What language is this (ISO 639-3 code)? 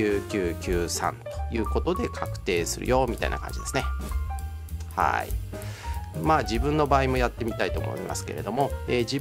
jpn